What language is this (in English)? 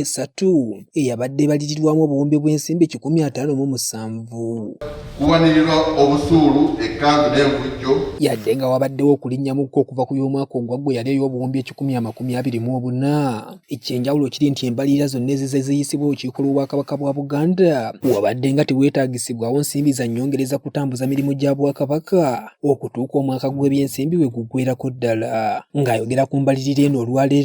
Ganda